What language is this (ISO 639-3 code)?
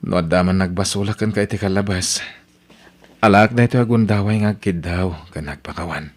ilo